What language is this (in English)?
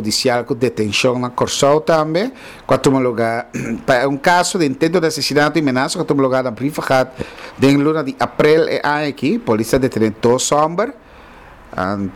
Papiamento